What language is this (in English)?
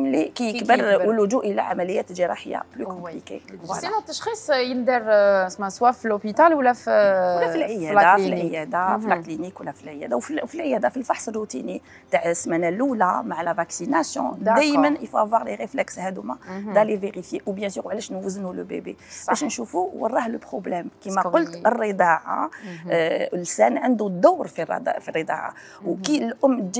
Algerian Arabic